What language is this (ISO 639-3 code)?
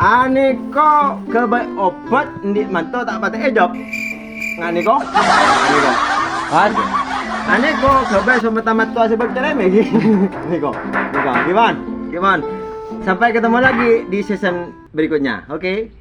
mad